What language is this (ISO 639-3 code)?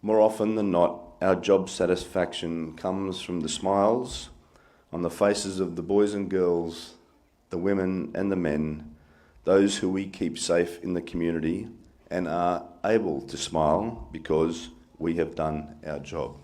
ton